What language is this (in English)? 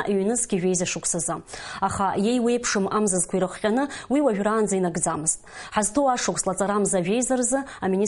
Abkhazian